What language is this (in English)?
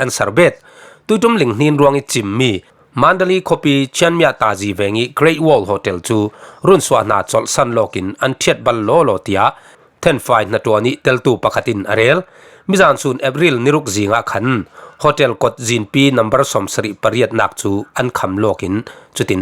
Falam Chin